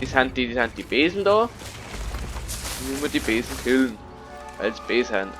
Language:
Bavarian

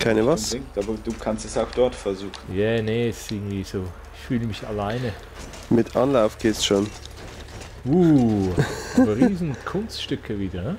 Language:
Swiss German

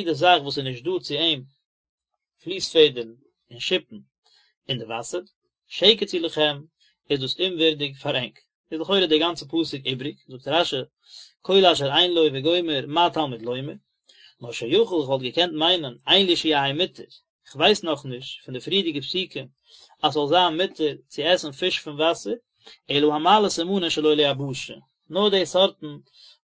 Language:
Yiddish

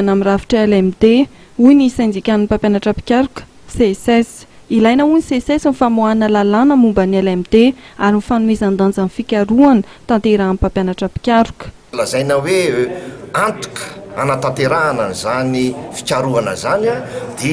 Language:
Malagasy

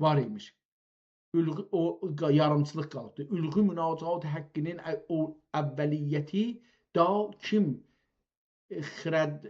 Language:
South Azerbaijani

